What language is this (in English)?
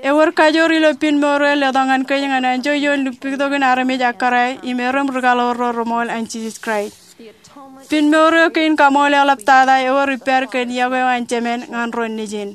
Marshallese